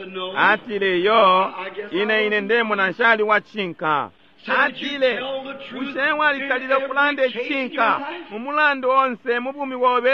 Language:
Bemba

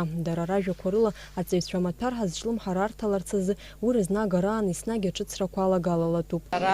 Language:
Abkhazian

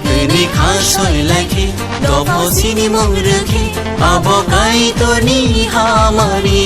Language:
Kok Borok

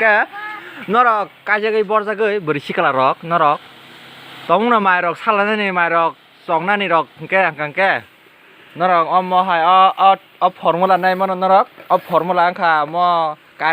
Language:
Kok Borok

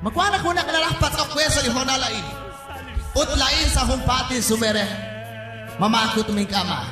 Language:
Kekchí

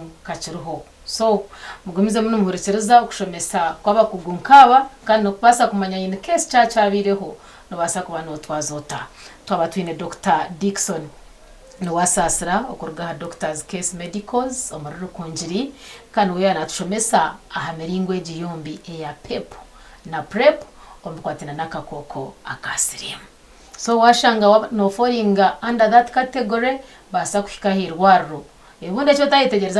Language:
Nyankole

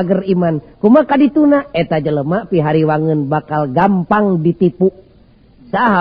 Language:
Sundanese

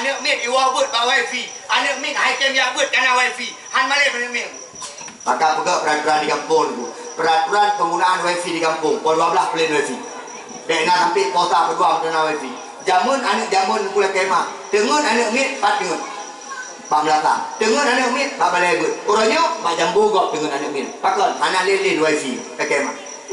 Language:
Achinese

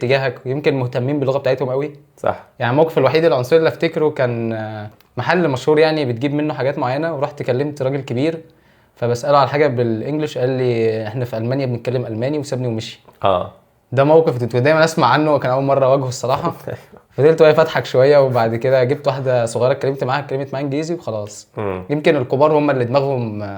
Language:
Egyptian Arabic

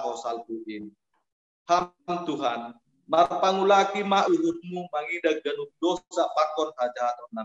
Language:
Batak Simalungun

